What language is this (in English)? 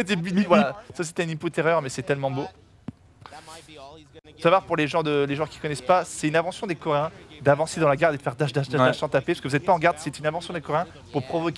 French